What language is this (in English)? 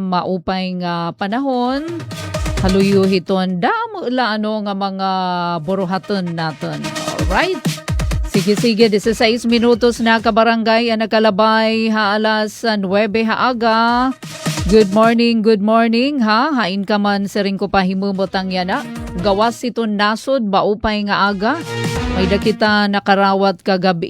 Waray